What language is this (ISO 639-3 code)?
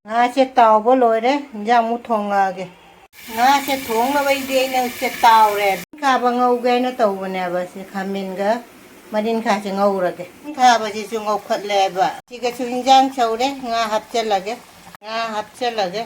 mni